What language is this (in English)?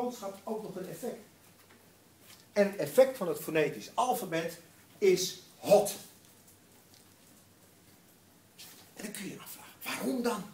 Dutch